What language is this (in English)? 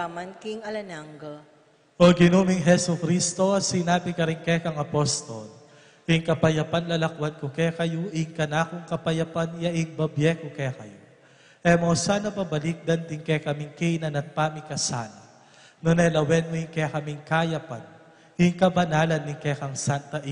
Pampanga